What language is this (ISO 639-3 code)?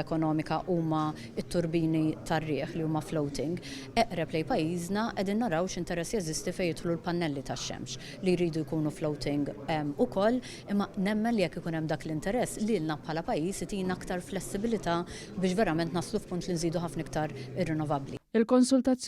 mlt